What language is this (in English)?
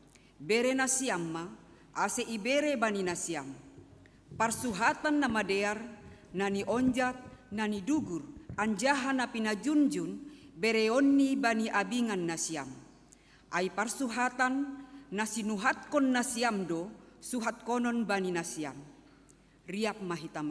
Batak Simalungun